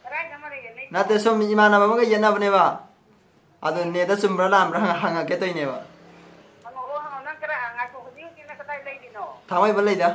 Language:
Manipuri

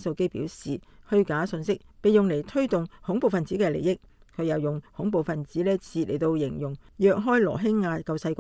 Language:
Cantonese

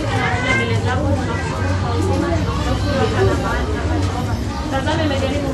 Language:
Swahili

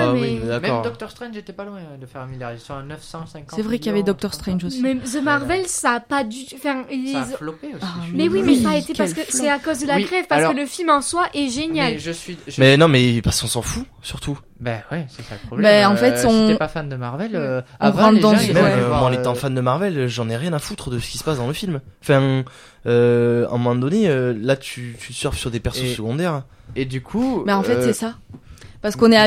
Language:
French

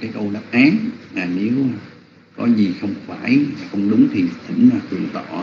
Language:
Vietnamese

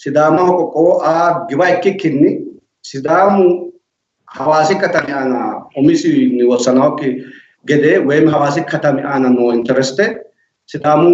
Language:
Sidamo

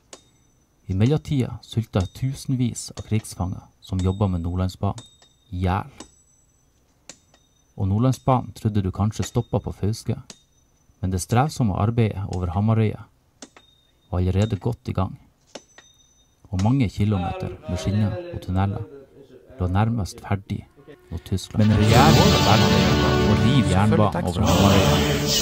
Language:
Norwegian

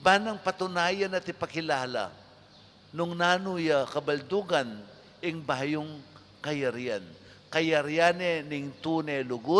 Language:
Pampanga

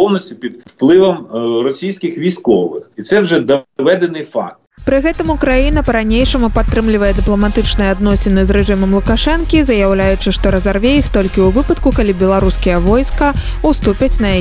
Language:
Belarusian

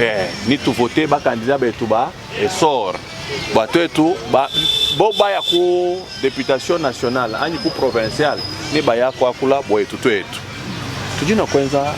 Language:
Luba-Lulua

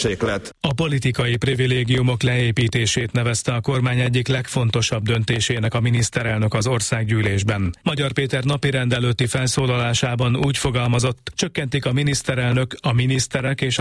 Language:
Hungarian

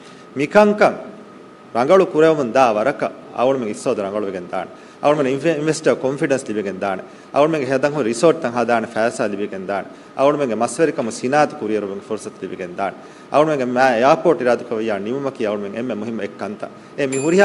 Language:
Divehi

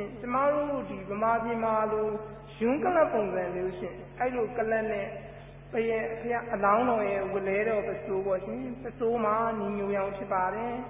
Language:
Burmese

